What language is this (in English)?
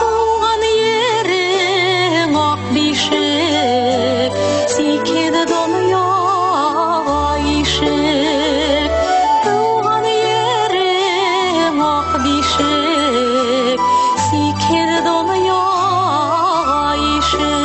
Bashkir